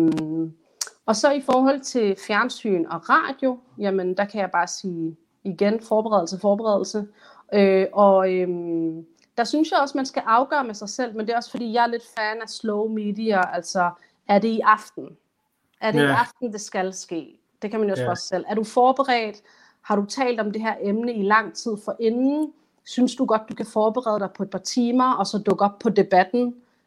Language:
Danish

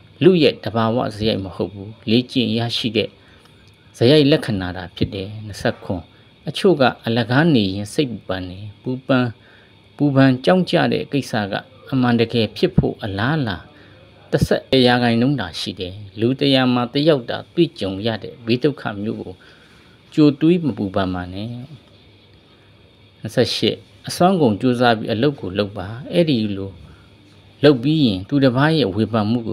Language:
Burmese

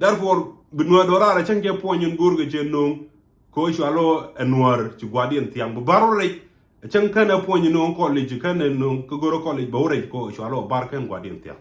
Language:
Nuer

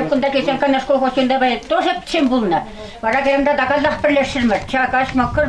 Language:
Chuvash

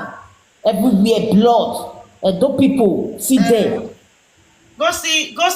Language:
Nigerian Pidgin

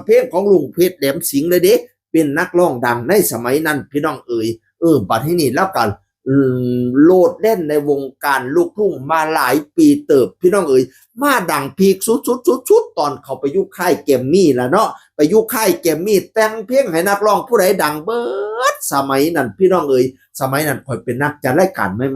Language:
Northeastern Thai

